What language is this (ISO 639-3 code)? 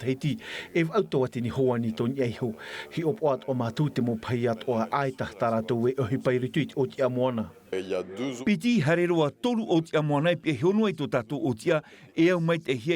tah